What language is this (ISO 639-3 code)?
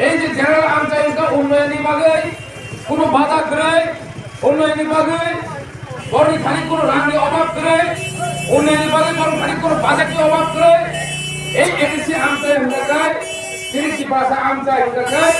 trp